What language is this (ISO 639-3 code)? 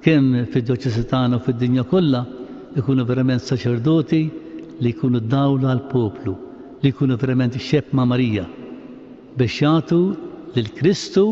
mlt